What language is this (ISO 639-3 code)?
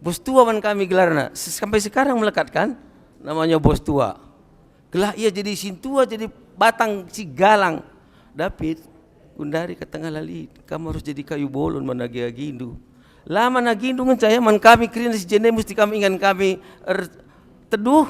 btx